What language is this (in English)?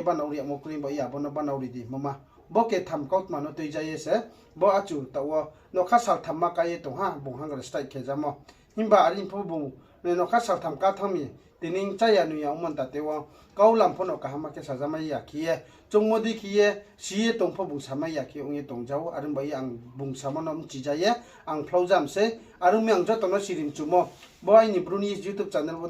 Riang (India)